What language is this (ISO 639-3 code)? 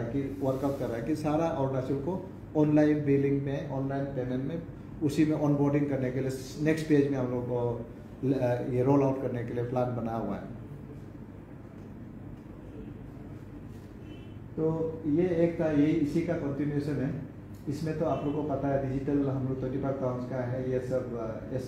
hin